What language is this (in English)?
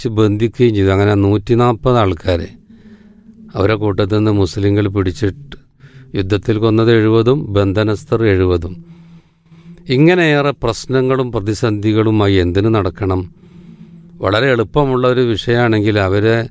Malayalam